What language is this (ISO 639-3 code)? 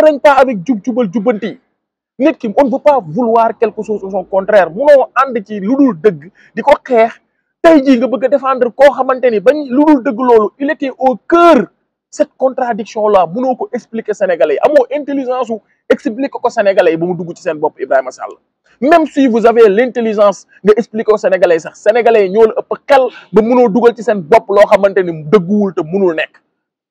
wol